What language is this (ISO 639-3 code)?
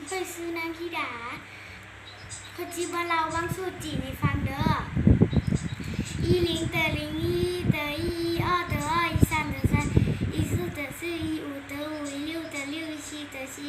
lao